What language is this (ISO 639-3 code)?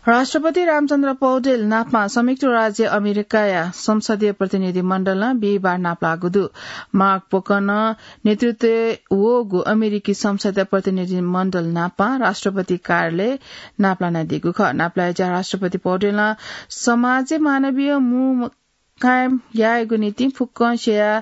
new